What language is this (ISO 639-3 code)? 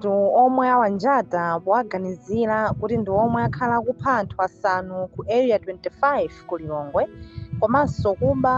nya